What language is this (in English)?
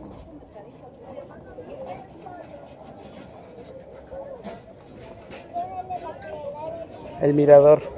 Spanish